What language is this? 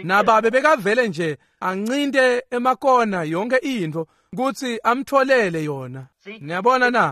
Swati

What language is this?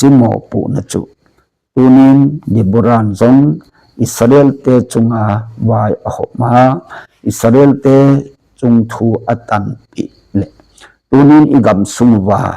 Thado Chin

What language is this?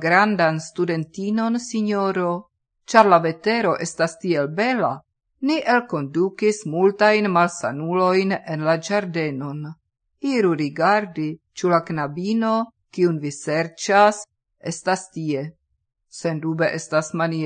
Esperanto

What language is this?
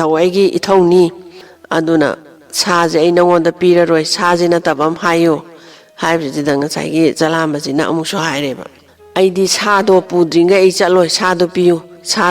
Manipuri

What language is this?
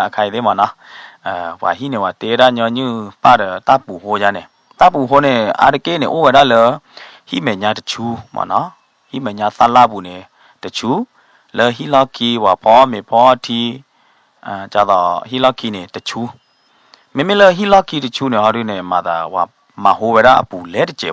S'gaw Karen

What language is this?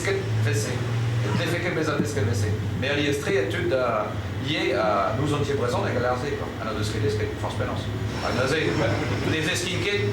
Breton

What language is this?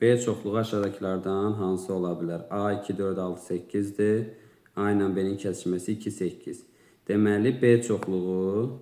Azerbaijani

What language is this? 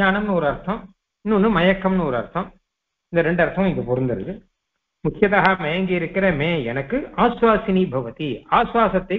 Tamil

